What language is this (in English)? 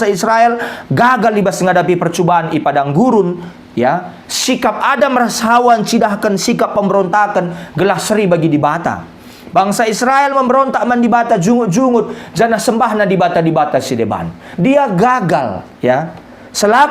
Batak Karo